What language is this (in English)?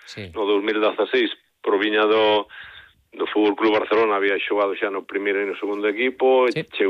Galician